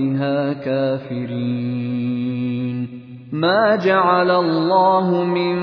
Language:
Arabic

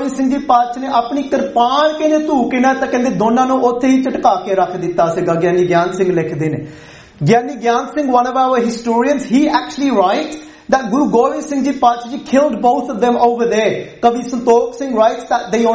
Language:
Punjabi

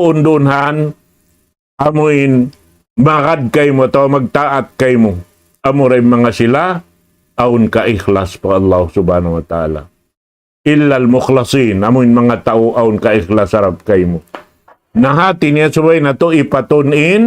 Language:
Tausug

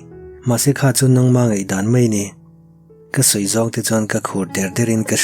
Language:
Mizo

